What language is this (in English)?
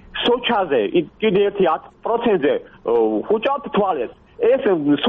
Georgian